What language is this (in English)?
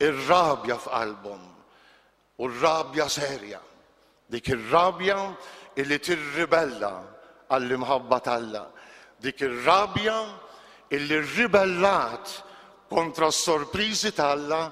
Maltese